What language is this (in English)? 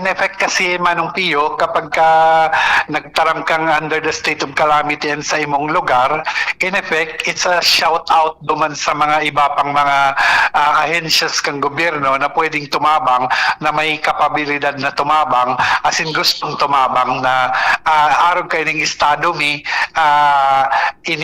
Bikol